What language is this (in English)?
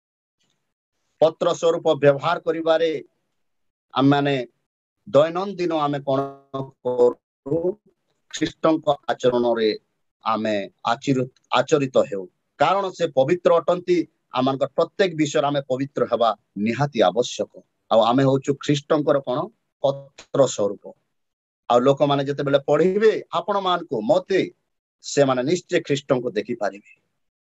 Odia